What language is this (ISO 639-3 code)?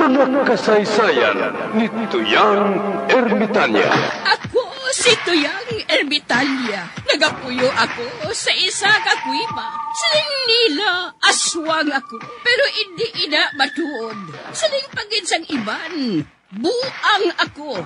hil